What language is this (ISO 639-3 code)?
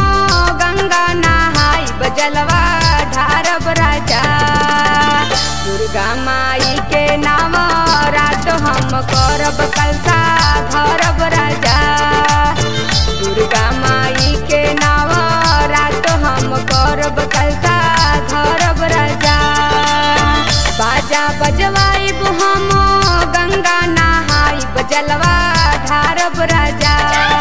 bho